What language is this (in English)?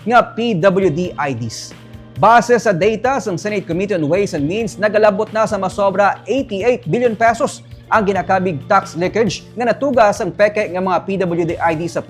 Hiligaynon